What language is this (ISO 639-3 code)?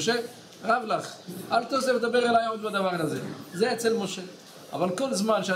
heb